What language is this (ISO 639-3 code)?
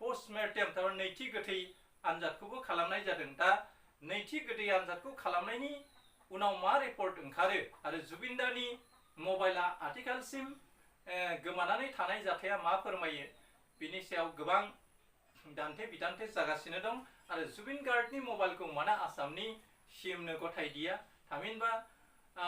brx